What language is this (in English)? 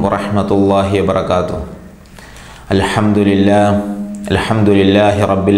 Malayalam